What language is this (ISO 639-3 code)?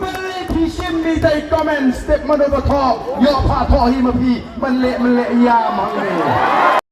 kha